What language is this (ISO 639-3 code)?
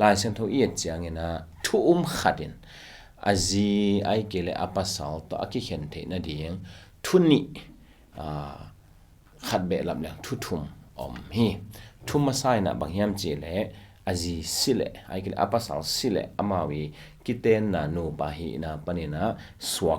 ctd